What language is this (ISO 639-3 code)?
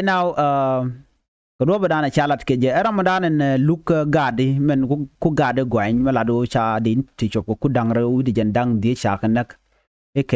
nus